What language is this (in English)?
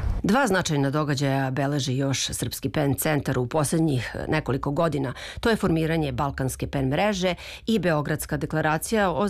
Serbian